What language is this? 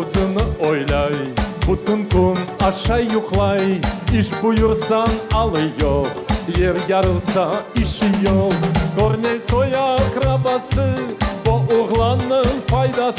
Crimean Tatar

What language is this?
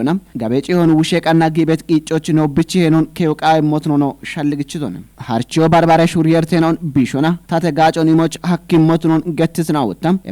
Kafa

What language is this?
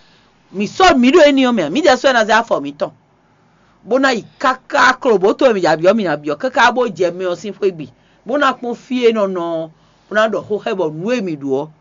Fon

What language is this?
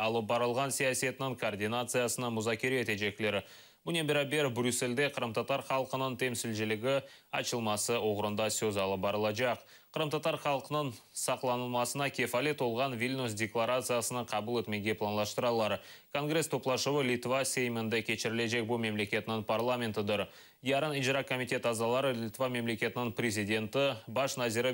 Crimean Tatar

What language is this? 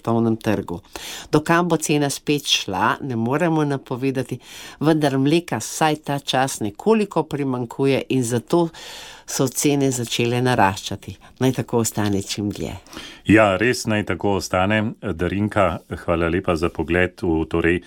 Slovenian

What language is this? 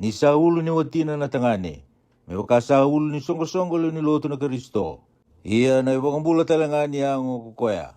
Fijian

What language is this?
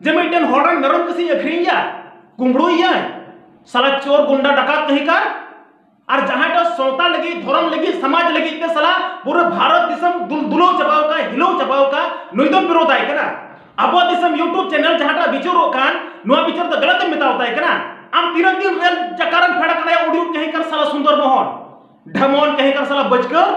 Santali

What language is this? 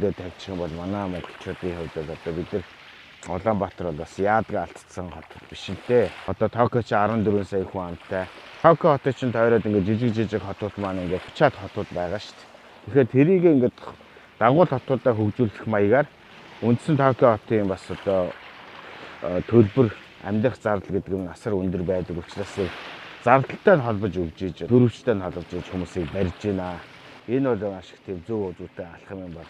Mongolian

